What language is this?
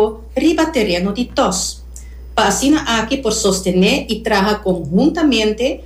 Papiamento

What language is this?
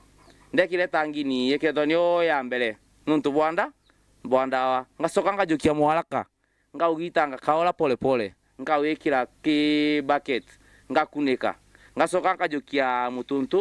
Meru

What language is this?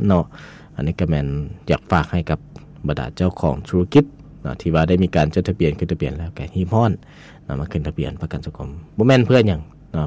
Lao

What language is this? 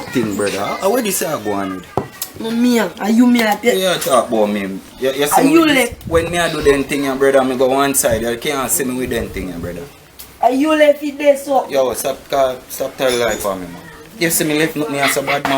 Jamaican Creole English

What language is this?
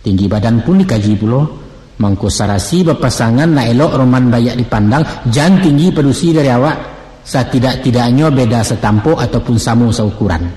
Minangkabau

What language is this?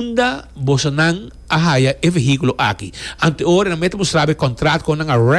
Papiamento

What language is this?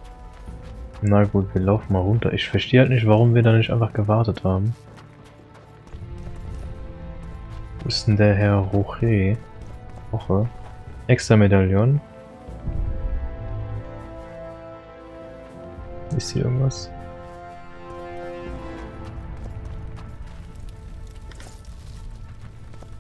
German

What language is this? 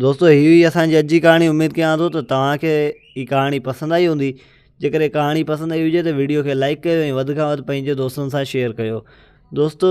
Sindhi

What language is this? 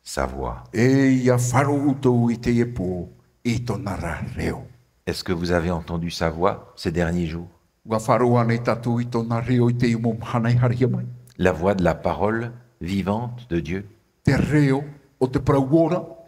Tahitian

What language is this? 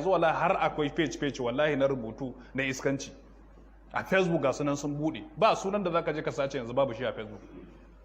Hausa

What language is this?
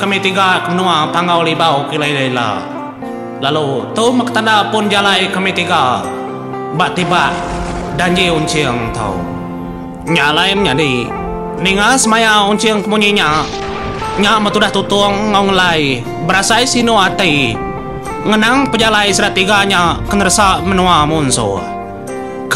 Iban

